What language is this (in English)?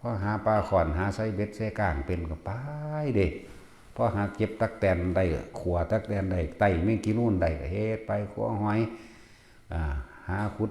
Northeastern Thai